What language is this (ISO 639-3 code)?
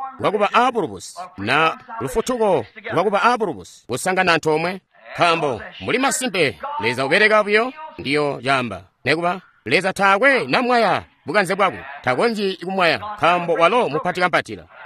toi